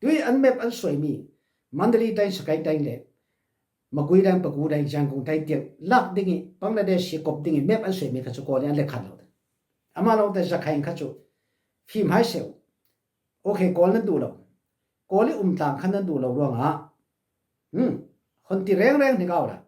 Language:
Falam Chin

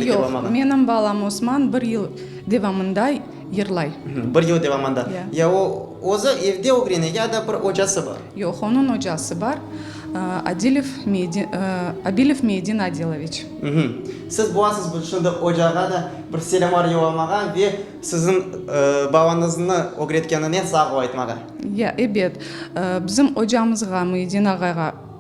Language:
Crimean Tatar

